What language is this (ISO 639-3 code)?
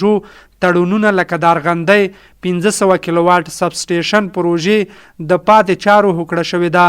pus